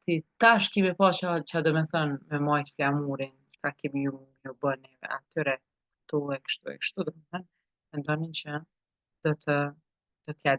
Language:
Albanian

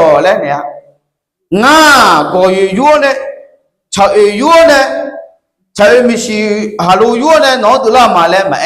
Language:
Akha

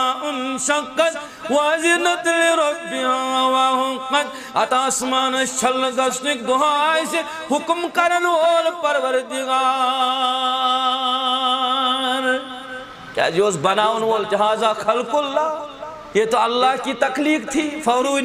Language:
Kashmiri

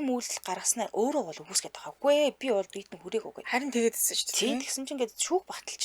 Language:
Mongolian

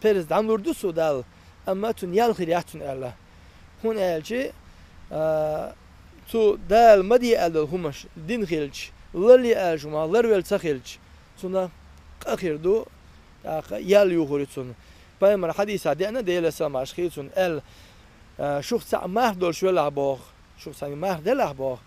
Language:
Chechen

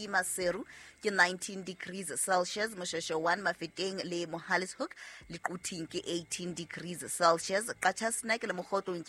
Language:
Southern Sotho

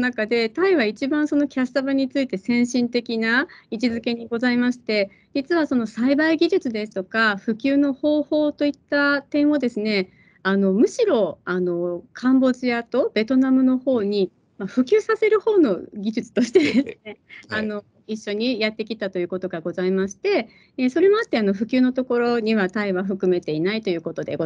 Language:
Japanese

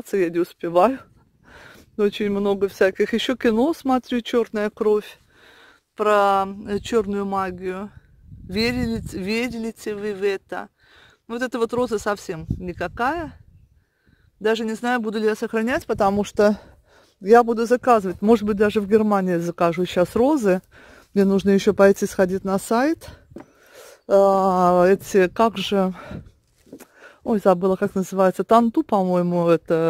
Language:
Russian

